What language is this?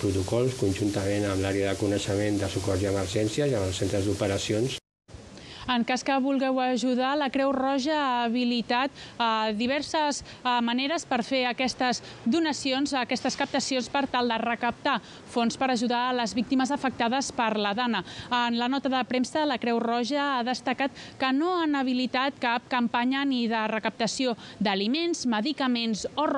Catalan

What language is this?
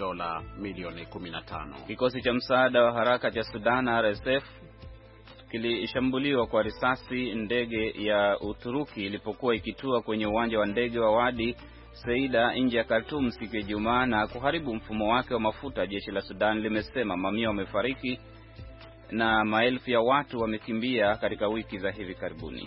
Swahili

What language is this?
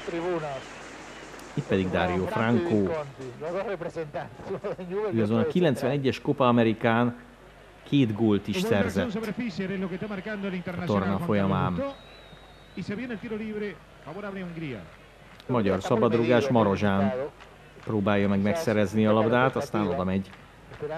Hungarian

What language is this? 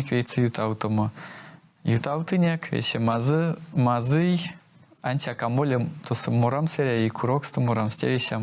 Erzya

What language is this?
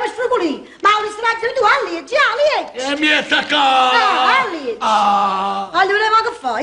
Neapolitan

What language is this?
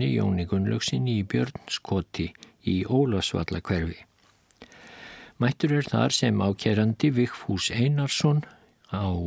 Icelandic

